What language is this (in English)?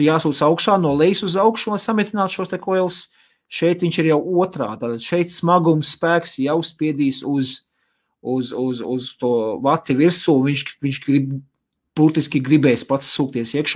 Latvian